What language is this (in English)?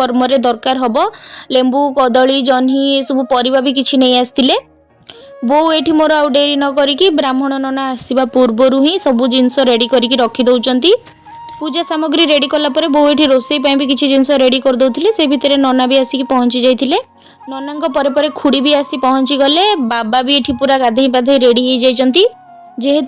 Odia